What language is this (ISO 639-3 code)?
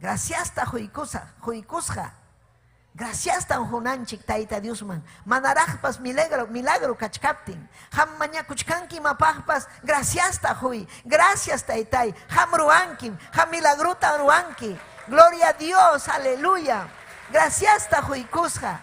quy